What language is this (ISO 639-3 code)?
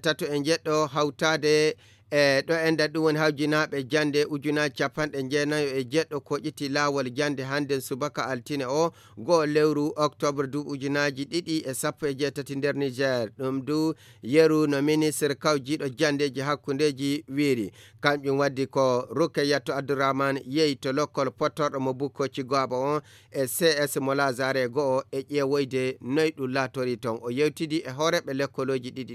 ful